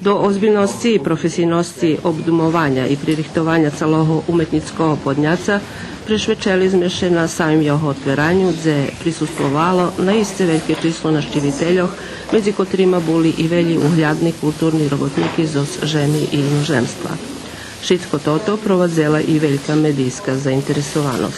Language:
Rusyn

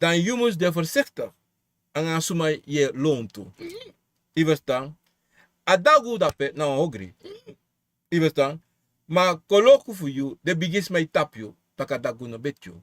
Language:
Sranan Tongo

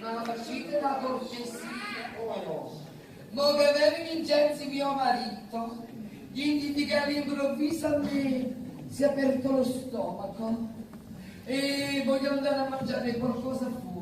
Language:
Neapolitan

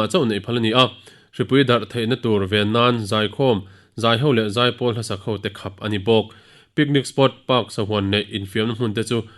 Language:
Mizo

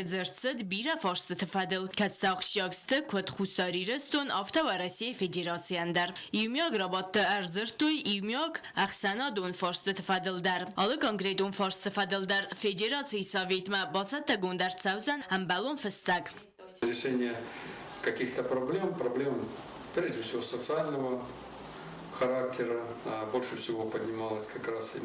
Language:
Ossetic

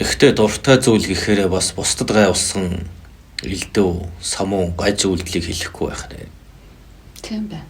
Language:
Mongolian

